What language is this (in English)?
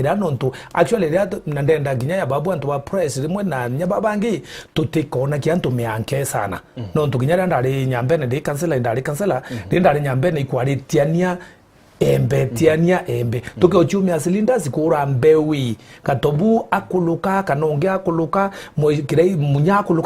Meru